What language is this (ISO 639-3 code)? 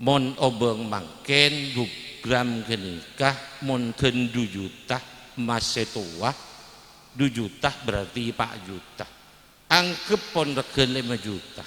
mad